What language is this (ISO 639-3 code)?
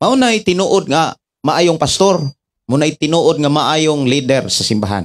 ceb